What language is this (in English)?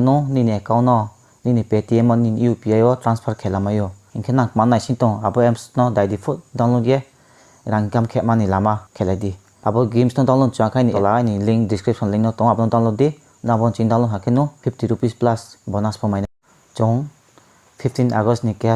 Riang (India)